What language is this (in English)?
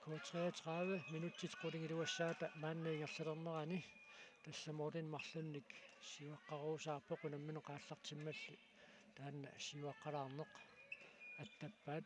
Kalaallisut